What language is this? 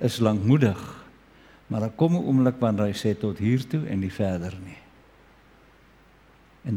Afrikaans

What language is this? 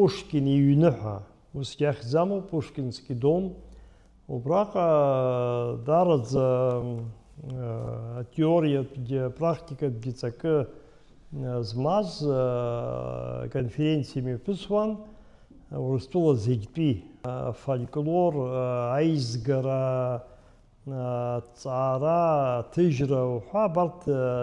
Abkhazian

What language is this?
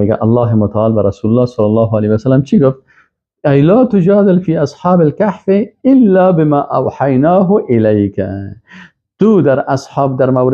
Persian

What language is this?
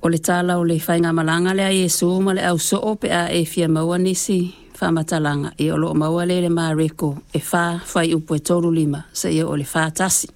Samoan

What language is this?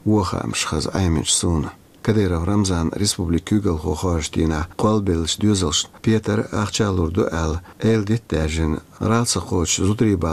Chechen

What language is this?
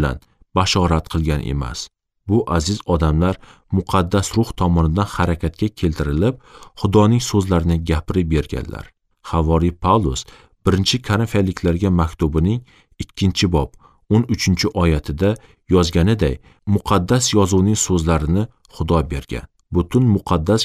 Uzbek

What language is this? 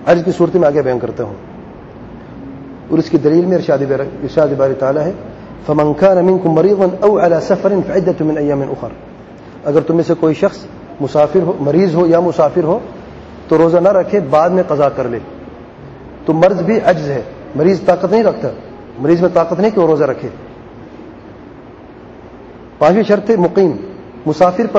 Urdu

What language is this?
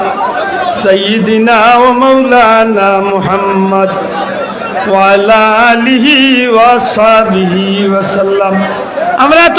Sylheti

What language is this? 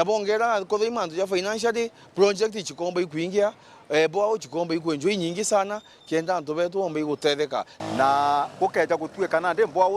Meru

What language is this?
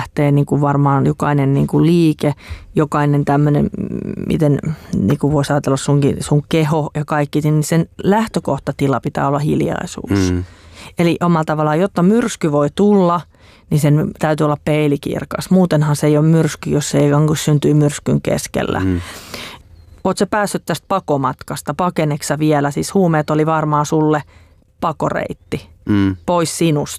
Finnish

